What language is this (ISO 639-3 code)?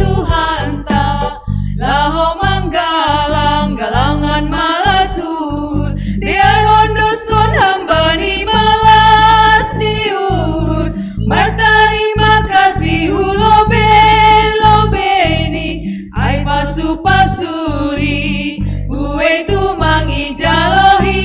bts